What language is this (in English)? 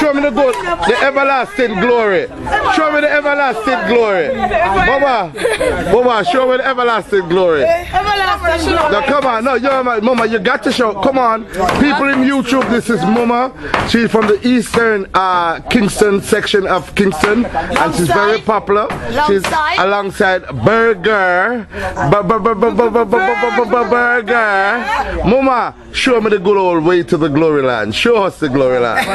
Jamaican Creole English